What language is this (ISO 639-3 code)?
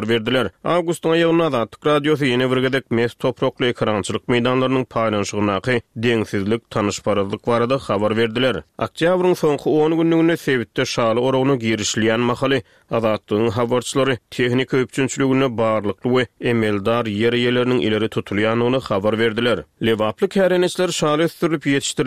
tuk